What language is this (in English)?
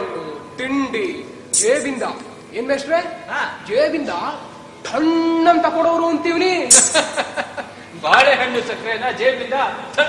Kannada